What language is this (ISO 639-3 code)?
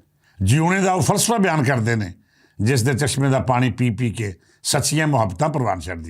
lah